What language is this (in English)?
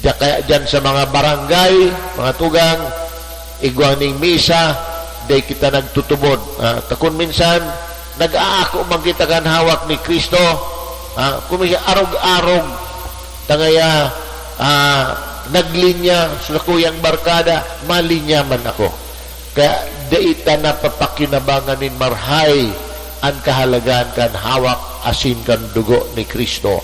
Bikol